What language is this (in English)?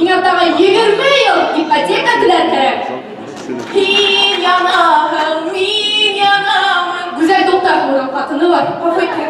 Bashkir